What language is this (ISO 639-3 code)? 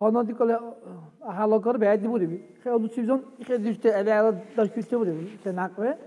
dar